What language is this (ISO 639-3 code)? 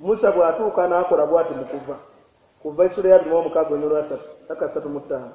lug